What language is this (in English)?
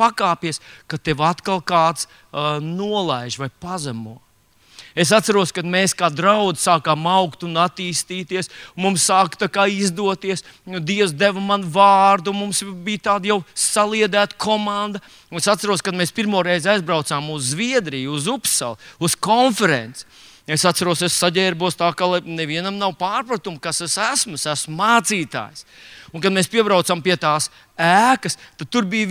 Latvian